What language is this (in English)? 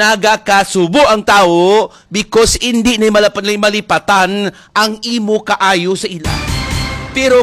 Hiligaynon